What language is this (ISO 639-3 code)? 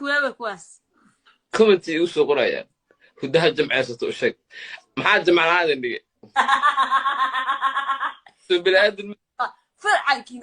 som